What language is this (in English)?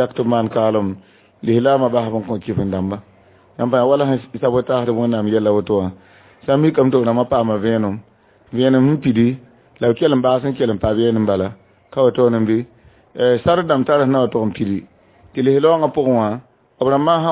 Mossi